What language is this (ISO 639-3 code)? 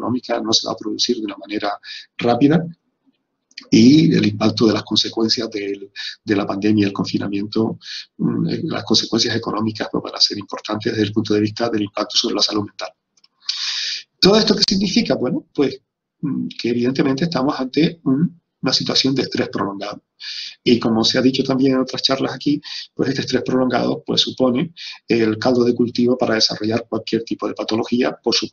spa